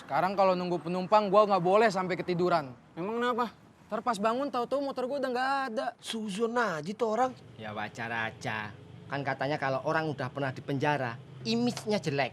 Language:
Betawi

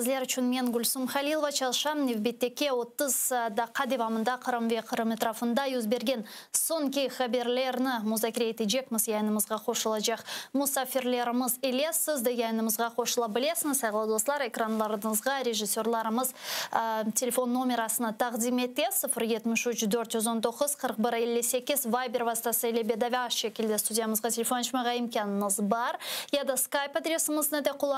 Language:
Crimean Tatar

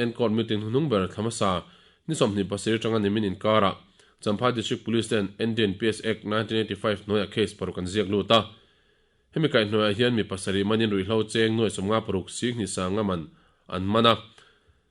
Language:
Mizo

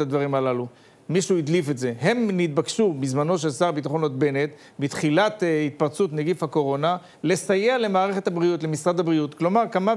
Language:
Hebrew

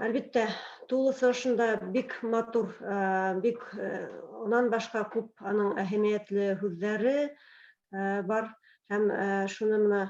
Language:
Bashkir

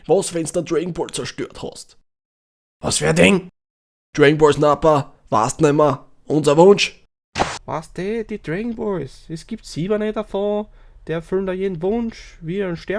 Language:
Bavarian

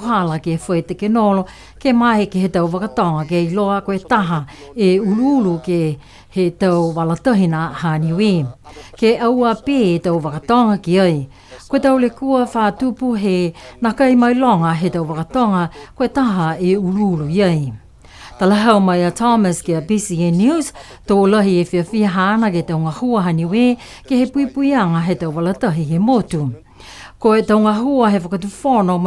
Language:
Niuean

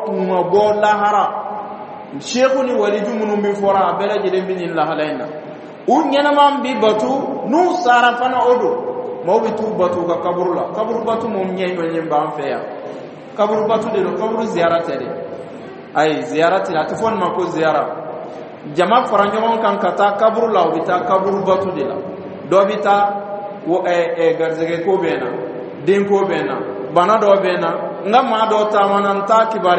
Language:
Dyula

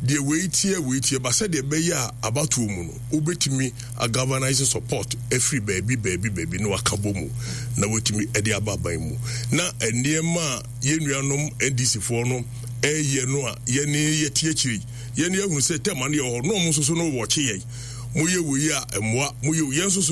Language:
Akan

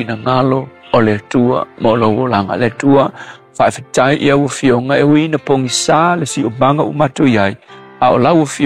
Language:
Samoan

